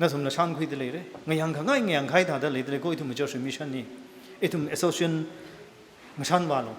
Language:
Tangkhul Naga (India)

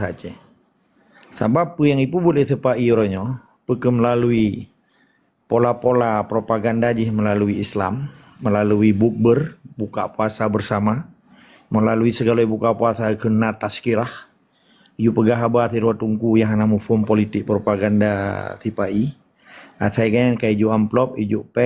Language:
Achinese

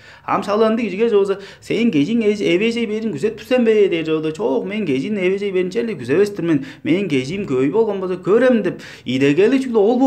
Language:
Tuvinian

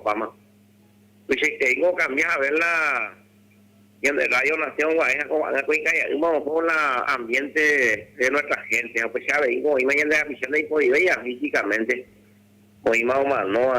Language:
Guarani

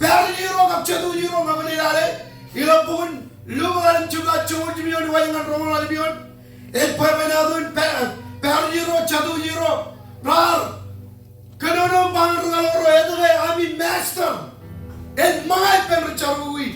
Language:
Marshallese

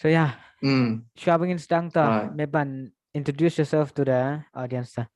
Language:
Khasi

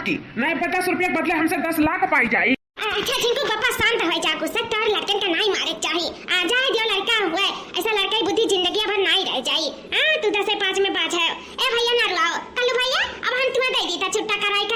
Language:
Awadhi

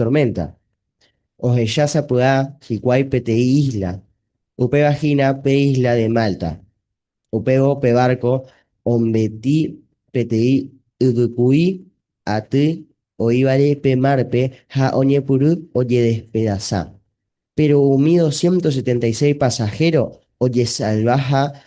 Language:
Guarani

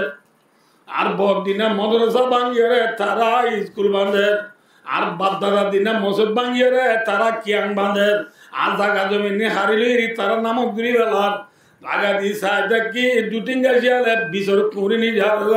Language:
Rohingya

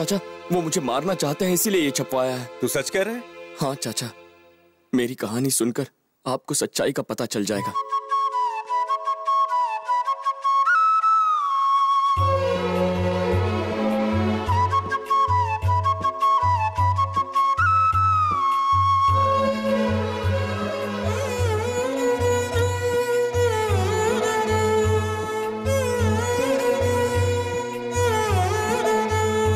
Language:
Hindi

